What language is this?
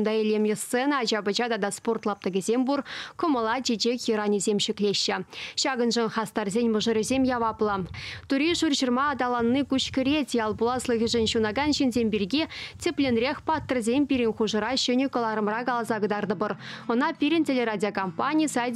Chuvash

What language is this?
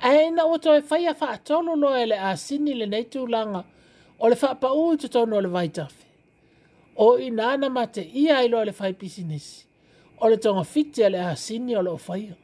Samoan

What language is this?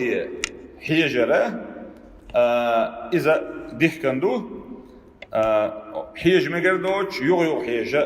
Chechen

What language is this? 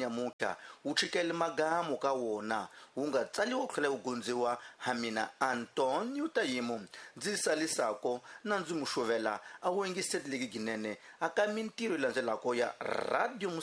Tsonga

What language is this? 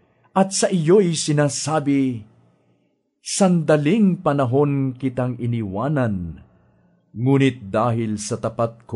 Filipino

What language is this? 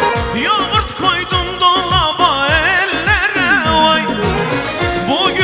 Turkish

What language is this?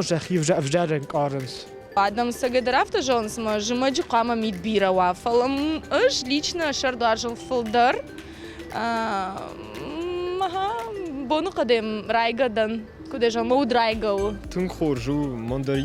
Ossetic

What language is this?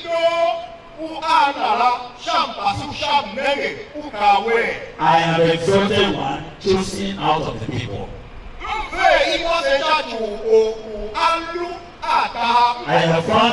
Tiv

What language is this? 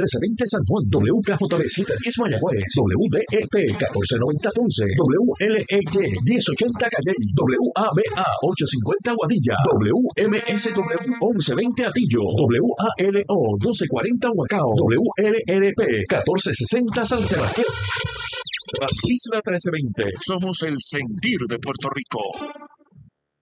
Spanish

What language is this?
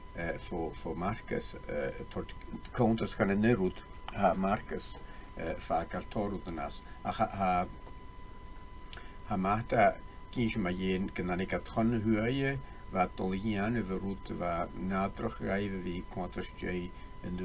Scottish Gaelic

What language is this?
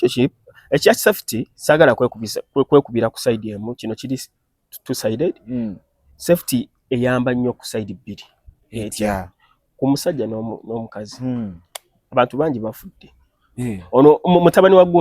Ganda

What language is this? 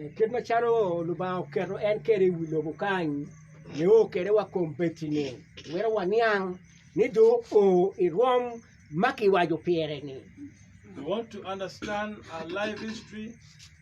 Acoli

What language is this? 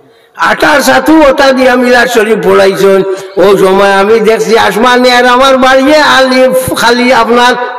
Sylheti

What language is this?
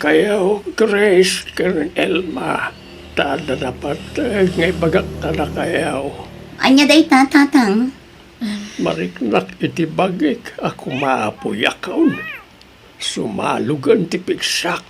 Iloko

